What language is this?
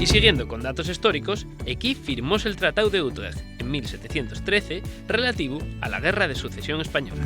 Asturian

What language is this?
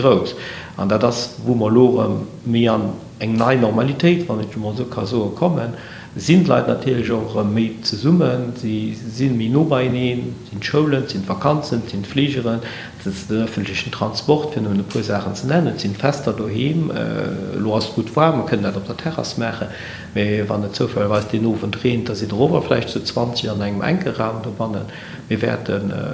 Luxembourgish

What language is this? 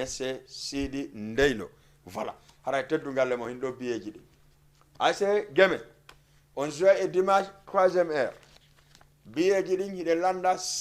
Fula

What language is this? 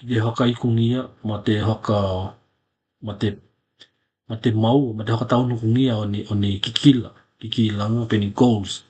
Tokelau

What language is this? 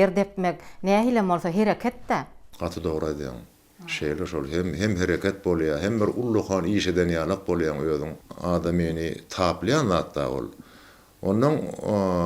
Turkmen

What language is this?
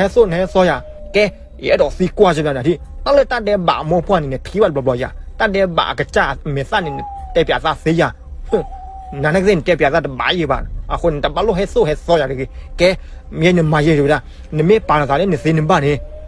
S'gaw Karen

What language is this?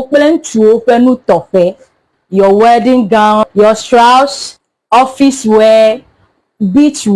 Ewe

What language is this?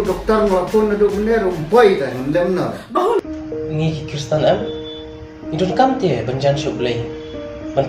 Khasi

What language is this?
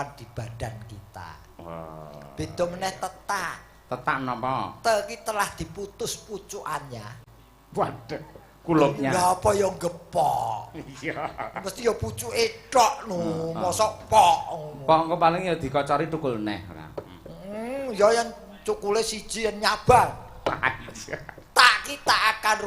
Javanese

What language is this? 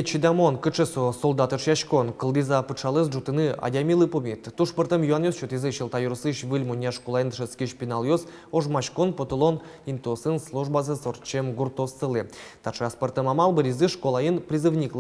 Udmurt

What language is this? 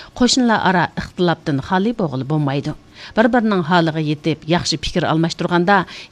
Uyghur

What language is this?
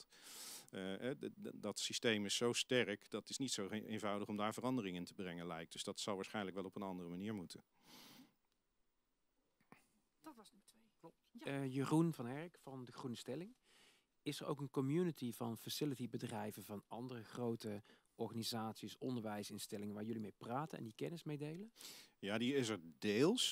Dutch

